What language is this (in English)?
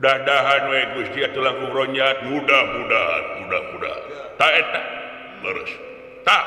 Sundanese